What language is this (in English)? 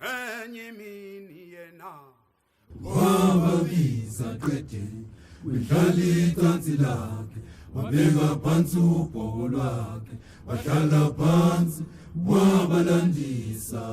Zulu